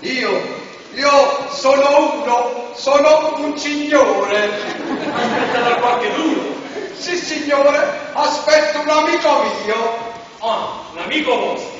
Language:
Neapolitan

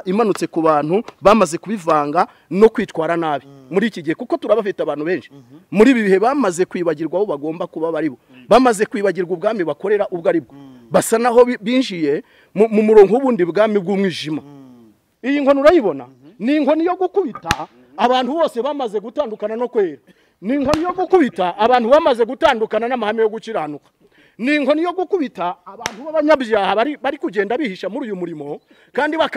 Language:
Kinyarwanda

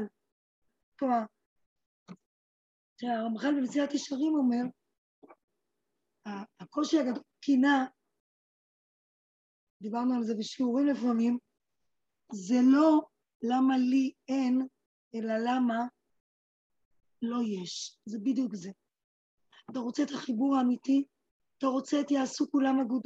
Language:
Hebrew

